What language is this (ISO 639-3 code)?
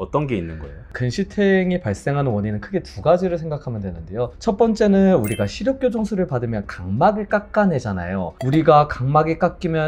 kor